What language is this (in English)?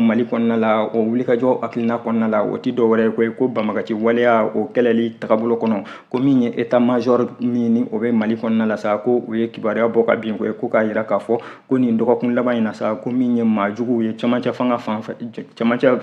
Bambara